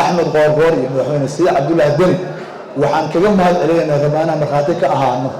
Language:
Somali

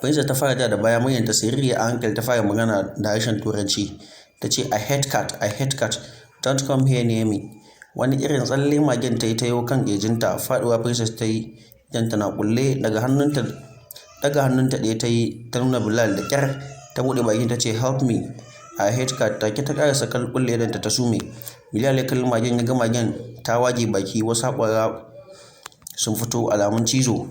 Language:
Hausa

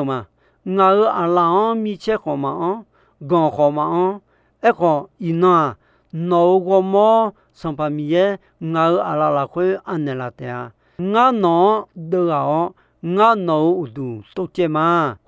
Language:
Akha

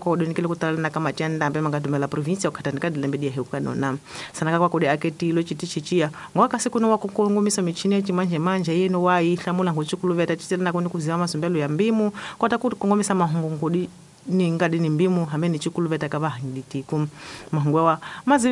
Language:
Tsonga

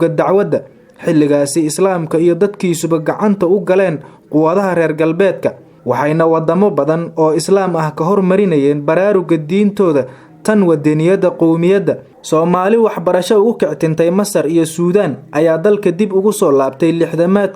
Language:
Somali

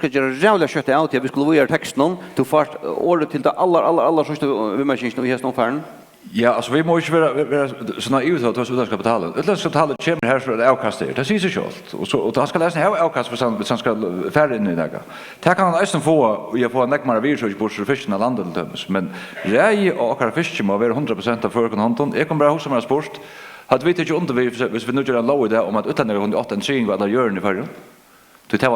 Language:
Faroese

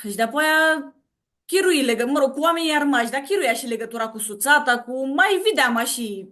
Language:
Aromanian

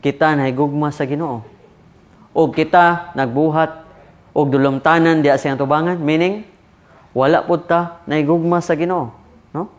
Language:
Cebuano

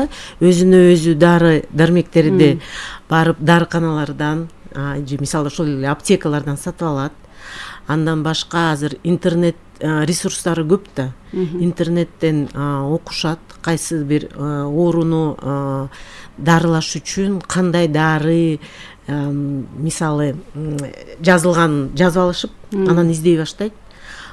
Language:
Kyrgyz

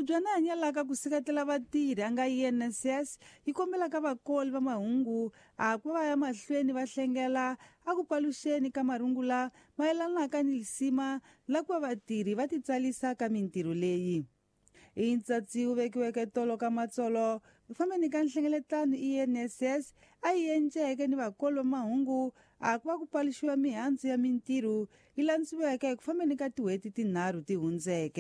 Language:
Tsonga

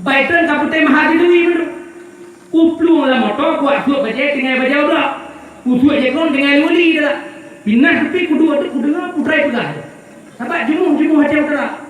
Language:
Achinese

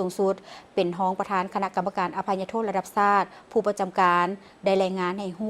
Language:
Lao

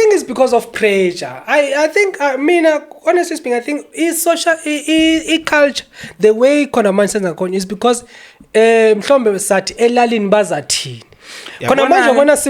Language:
Zulu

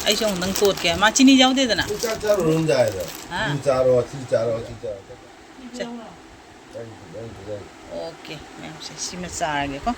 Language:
Manipuri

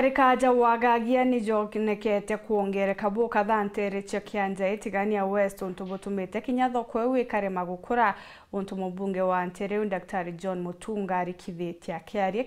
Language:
Meru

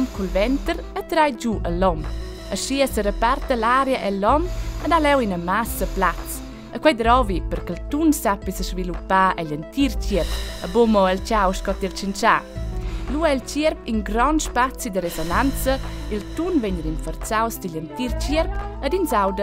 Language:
Romansh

